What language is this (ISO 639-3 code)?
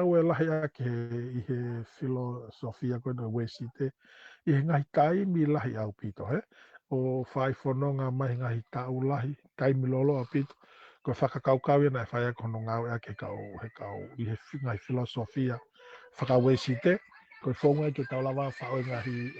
ton